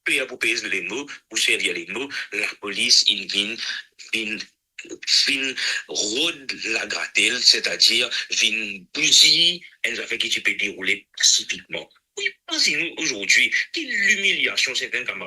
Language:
Morisyen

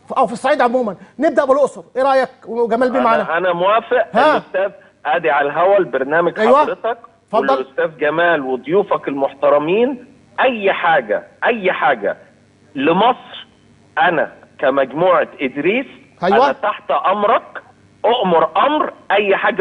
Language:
Egyptian Arabic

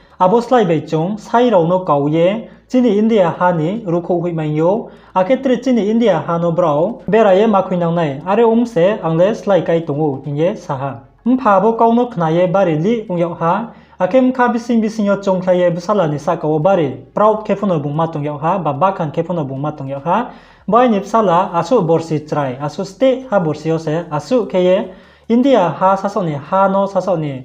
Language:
Riang (India)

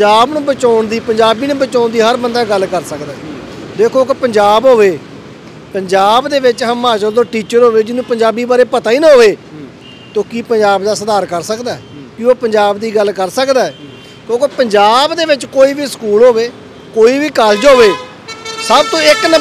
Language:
Punjabi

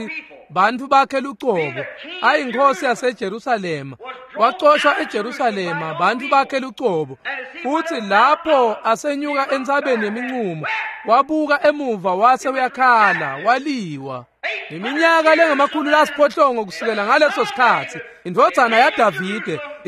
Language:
Swati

